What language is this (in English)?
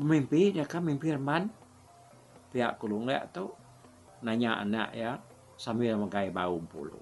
Iban